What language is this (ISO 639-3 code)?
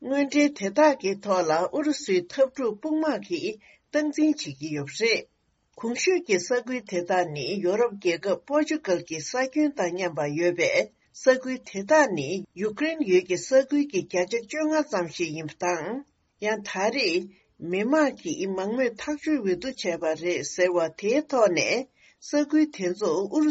bod